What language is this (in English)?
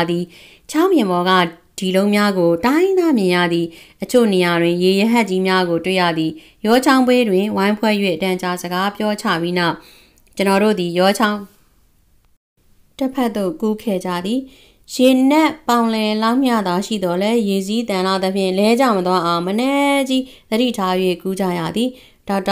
Burmese